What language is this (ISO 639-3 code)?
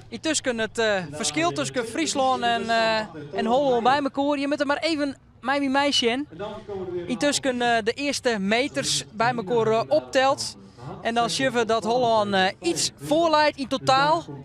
fry